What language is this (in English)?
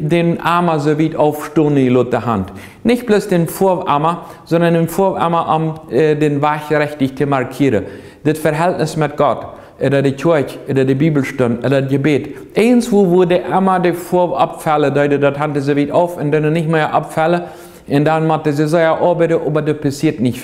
Plautdietsch